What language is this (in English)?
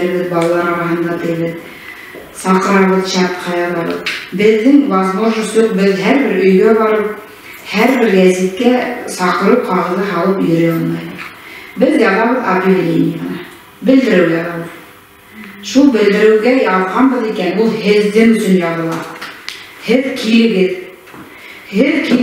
Bashkir